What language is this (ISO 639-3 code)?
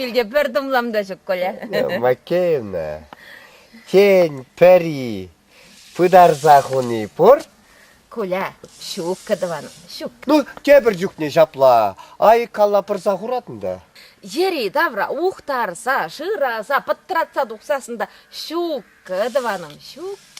chv